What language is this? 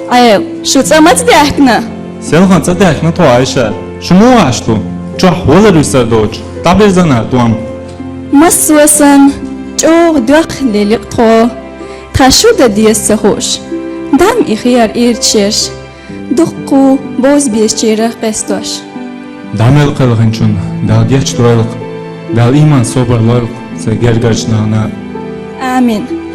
Chechen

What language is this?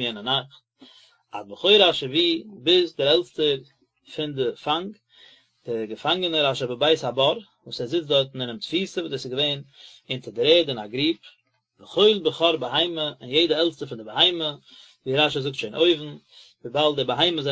Yiddish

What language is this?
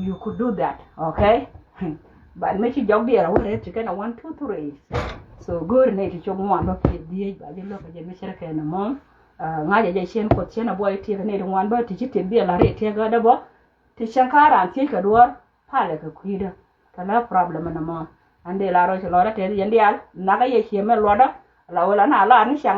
Nuer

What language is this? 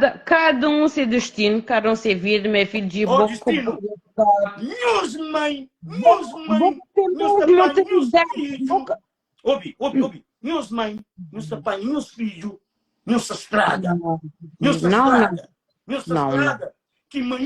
Kabuverdianu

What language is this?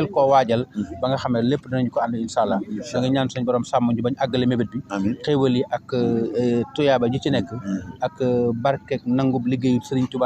Wolof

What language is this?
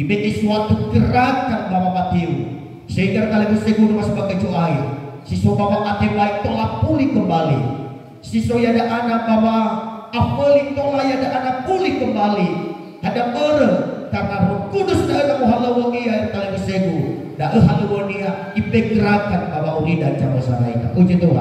Nias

